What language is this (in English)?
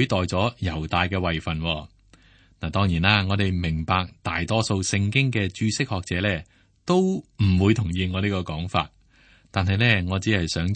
Cantonese